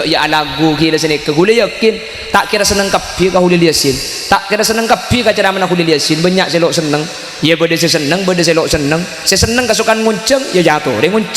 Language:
Madurese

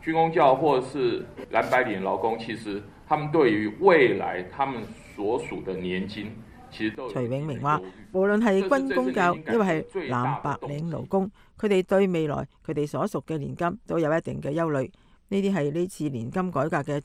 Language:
Cantonese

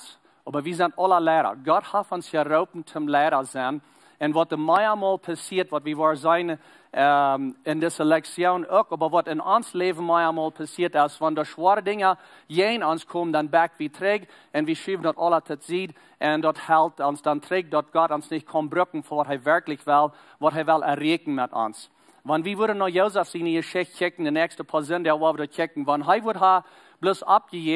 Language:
Plautdietsch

